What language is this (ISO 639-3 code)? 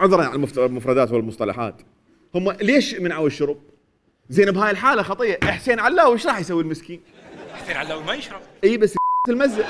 acm